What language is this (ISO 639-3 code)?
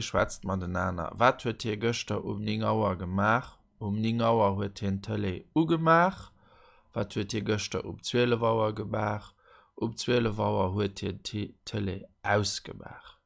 ltz